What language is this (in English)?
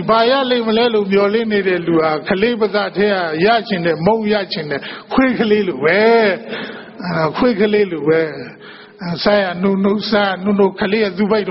Burmese